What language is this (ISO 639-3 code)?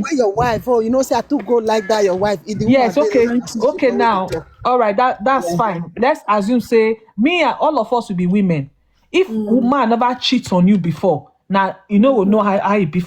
pcm